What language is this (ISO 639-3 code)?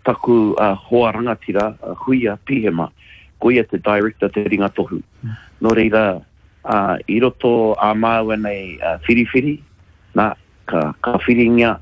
mri